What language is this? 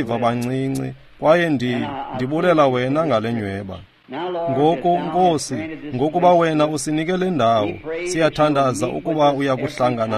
Xhosa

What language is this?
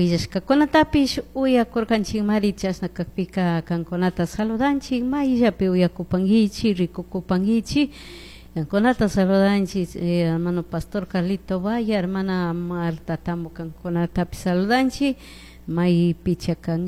Chimborazo Highland Quichua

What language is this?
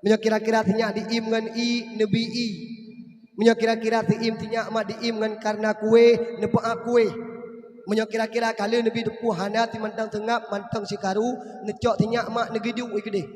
Achinese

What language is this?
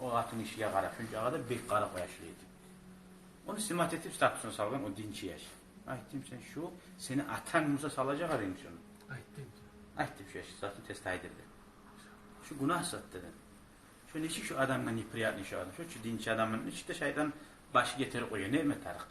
Kumyk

